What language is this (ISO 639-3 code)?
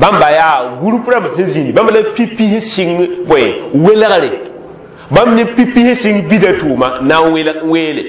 mos